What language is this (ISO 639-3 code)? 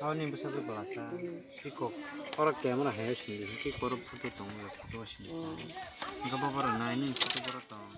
trp